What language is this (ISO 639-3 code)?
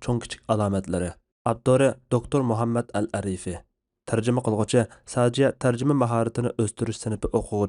uig